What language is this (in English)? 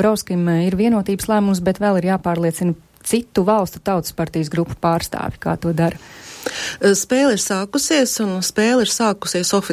Latvian